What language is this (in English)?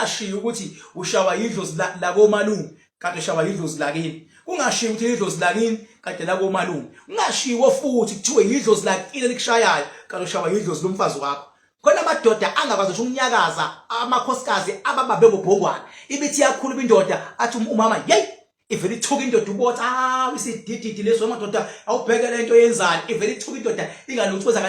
Zulu